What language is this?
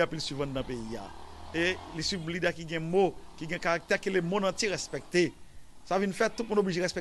Haitian Creole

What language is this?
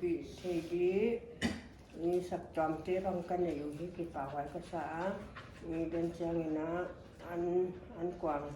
Paite Chin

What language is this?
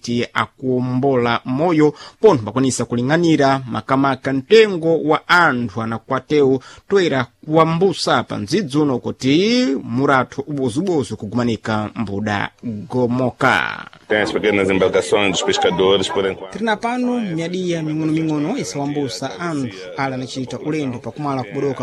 Sena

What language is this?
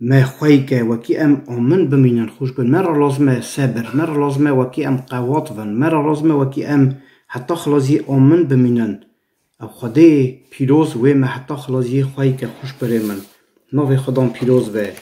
Kurdish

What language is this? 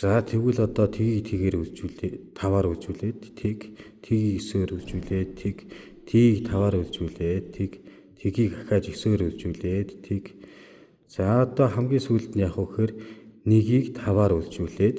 Mongolian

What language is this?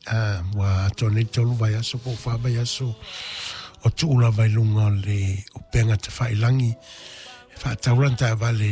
Samoan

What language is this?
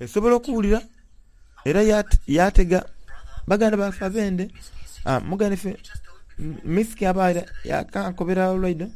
Soga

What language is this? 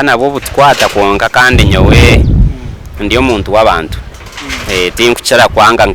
Nyankole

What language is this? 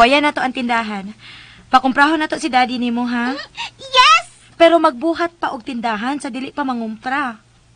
Cebuano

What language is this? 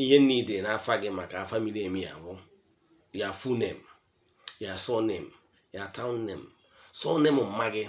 Igbo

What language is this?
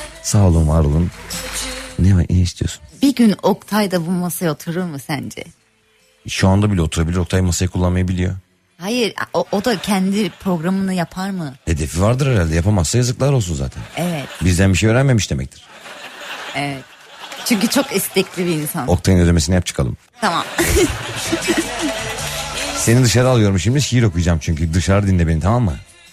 Turkish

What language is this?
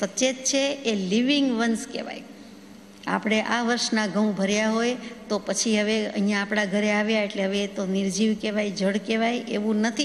Gujarati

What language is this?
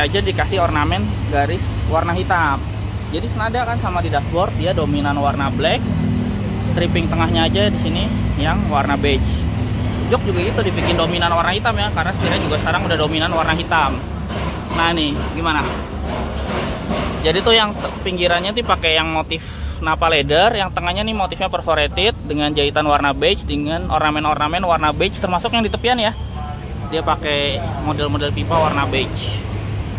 Indonesian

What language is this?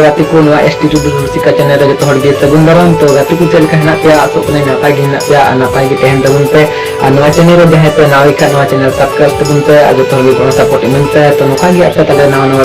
Santali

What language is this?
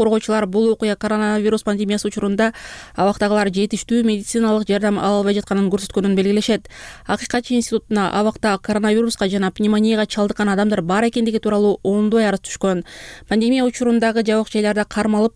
Kyrgyz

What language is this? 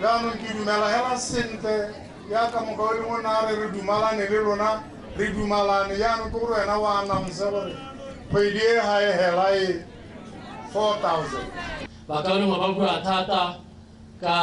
Tswana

